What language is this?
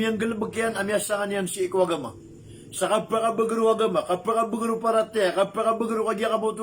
Maranao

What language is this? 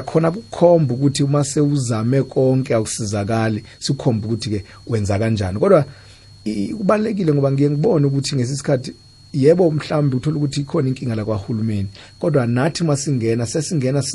South Ndebele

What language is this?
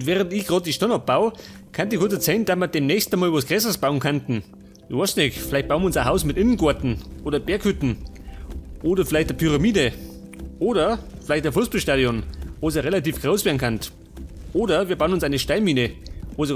Bavarian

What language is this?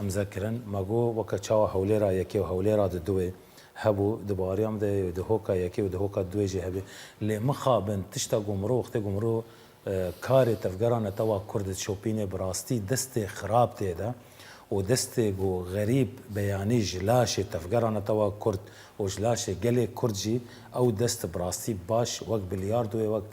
Kurdish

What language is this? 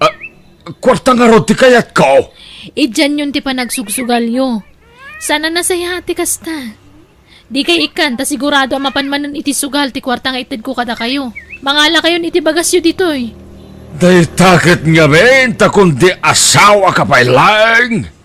Iloko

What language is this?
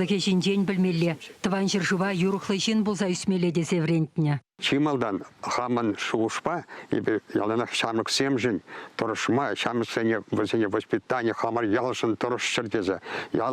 Chuvash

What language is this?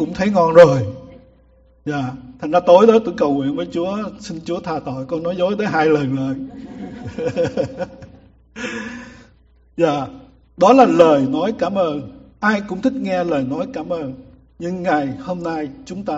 Vietnamese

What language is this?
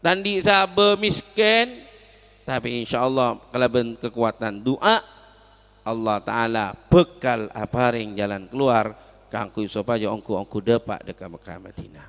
Madurese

